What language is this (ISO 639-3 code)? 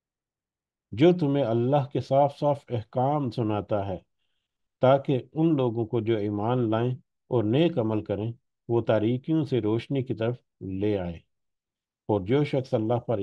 urd